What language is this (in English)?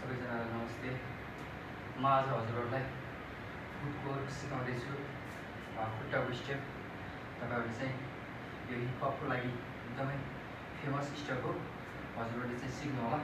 Nepali